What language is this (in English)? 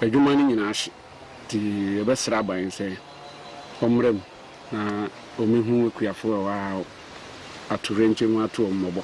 Akan